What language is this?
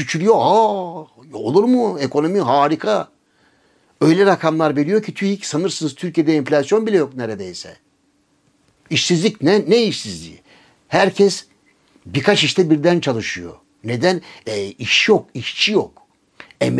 Turkish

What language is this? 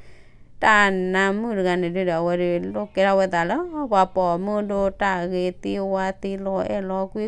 S'gaw Karen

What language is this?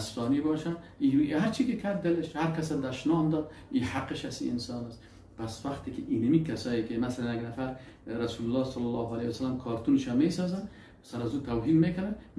Persian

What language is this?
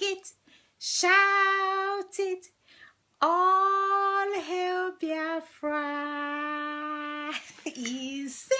Igbo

